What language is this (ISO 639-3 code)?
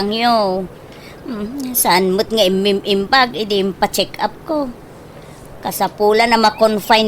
ilo